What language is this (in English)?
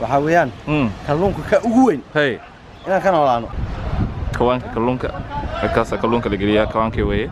Somali